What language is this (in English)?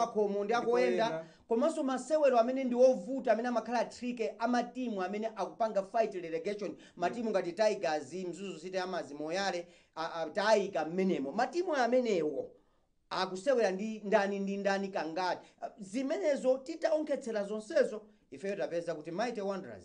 Nyanja